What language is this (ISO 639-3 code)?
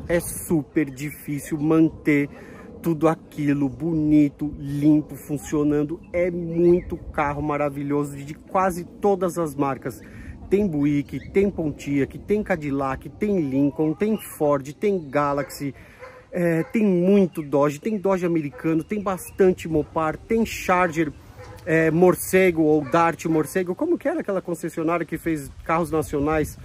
por